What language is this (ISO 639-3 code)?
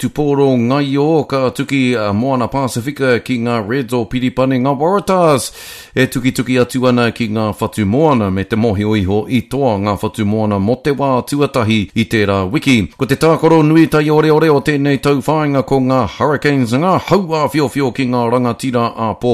mri